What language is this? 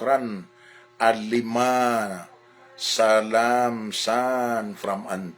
Maranao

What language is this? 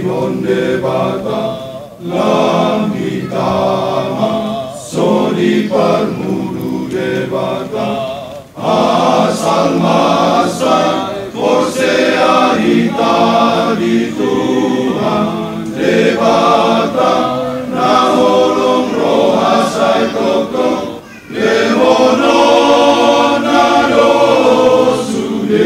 Batak Toba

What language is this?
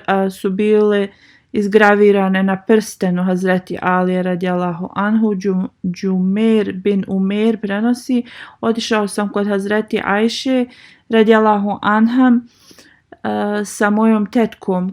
Bosnian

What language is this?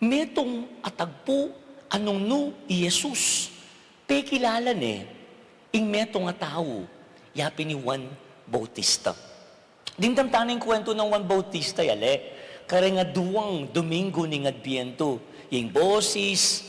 Pampanga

